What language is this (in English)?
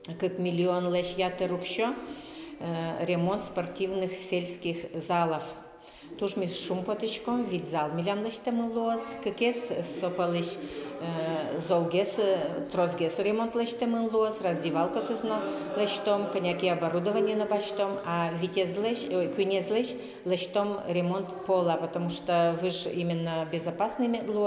Udmurt